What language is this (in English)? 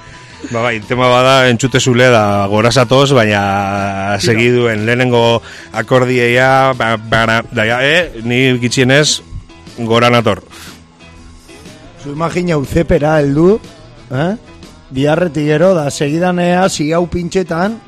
Basque